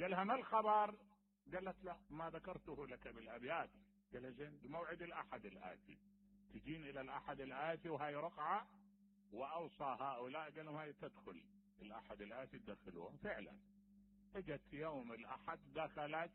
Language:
Mesopotamian Arabic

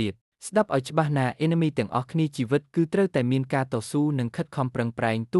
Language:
Khmer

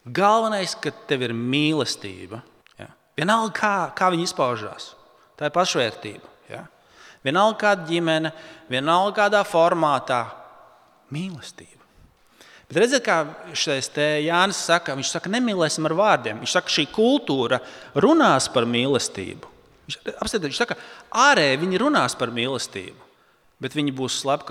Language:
Latvian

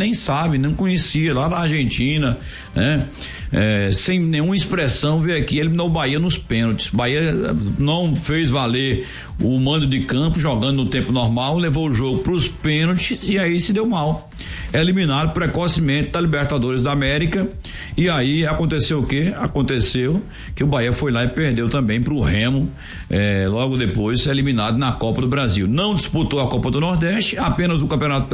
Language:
Portuguese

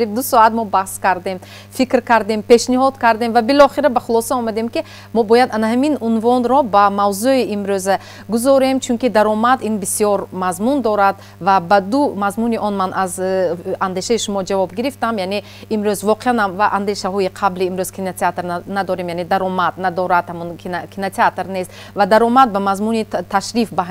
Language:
Tajik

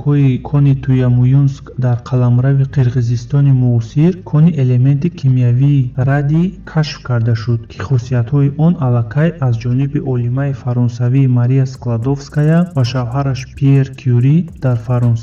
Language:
Tajik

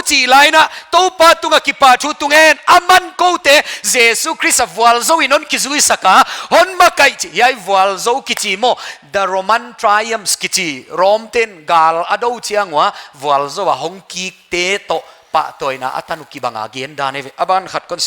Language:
Paite Chin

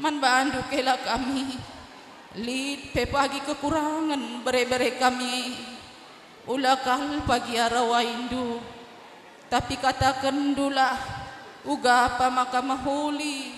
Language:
Batak Karo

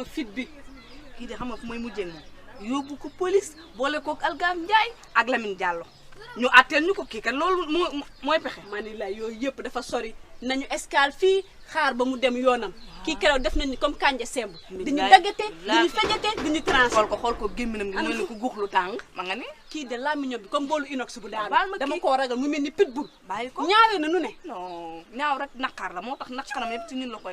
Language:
Wolof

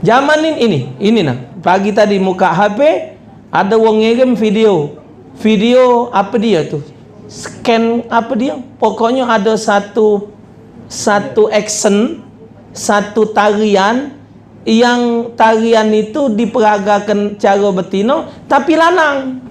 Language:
Musi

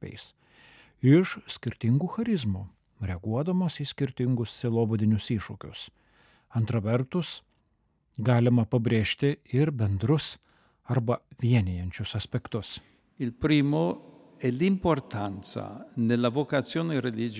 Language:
Lithuanian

